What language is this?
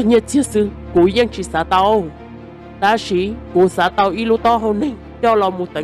Hmong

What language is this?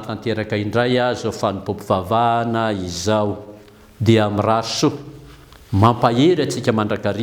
Malagasy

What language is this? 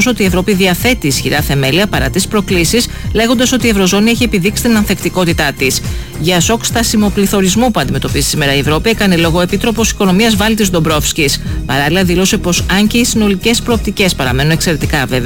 Greek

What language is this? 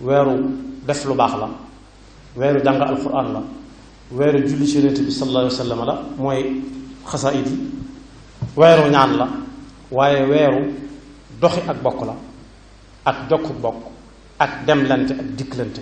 Wolof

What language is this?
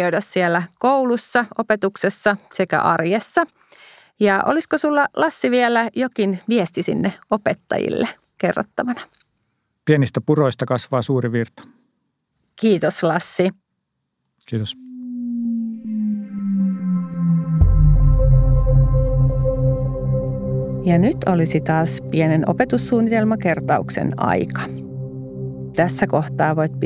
Finnish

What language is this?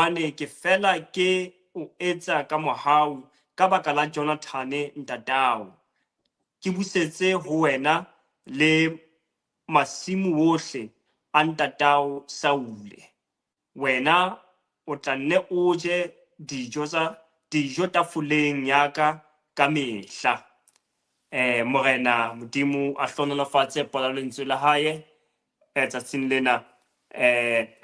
Southern Sotho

